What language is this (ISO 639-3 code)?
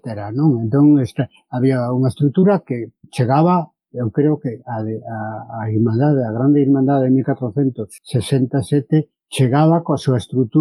glg